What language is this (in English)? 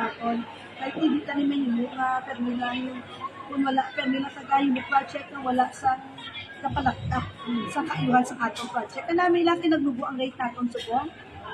Hiligaynon